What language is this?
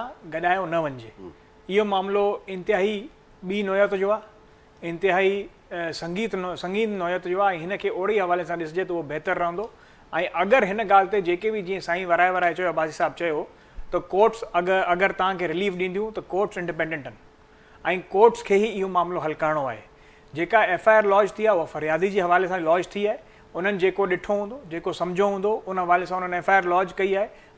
Sindhi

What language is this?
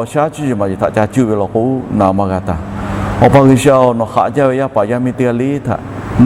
Lahu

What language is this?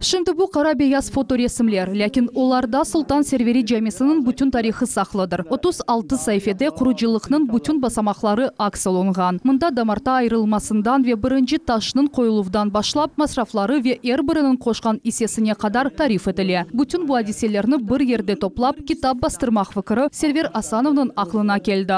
Crimean Tatar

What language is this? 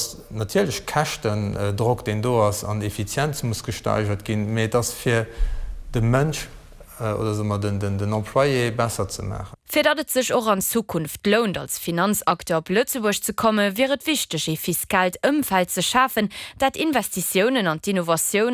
Luxembourgish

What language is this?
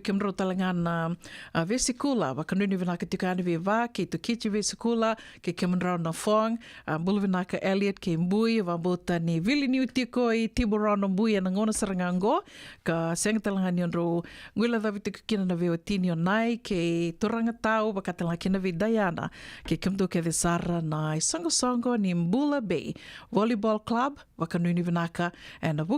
Fijian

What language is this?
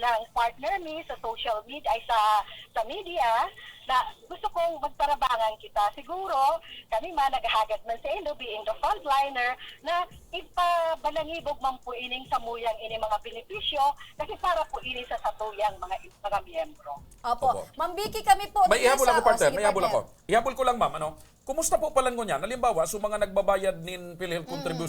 Bikol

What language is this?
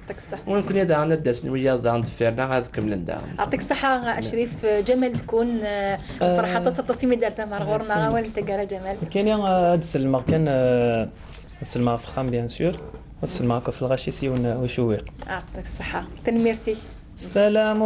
Kabyle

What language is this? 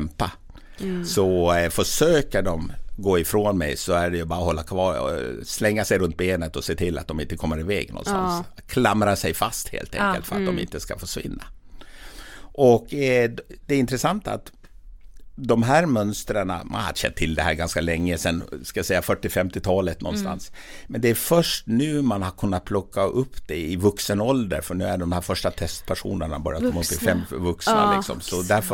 Swedish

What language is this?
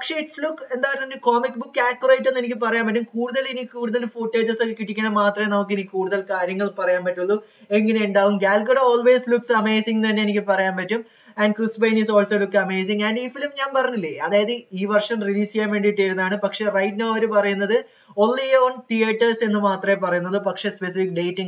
Malayalam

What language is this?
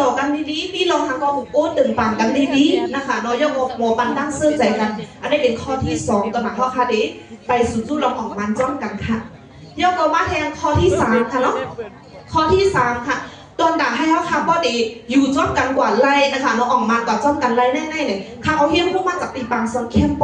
Shan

